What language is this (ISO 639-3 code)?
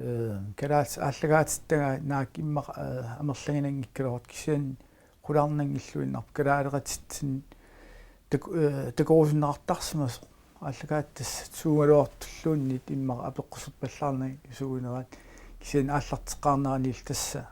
kal